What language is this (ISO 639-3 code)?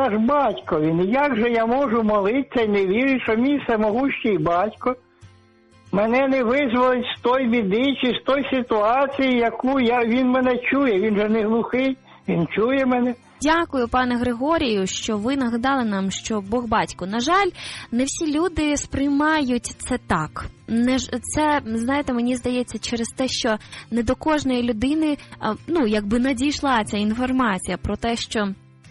ukr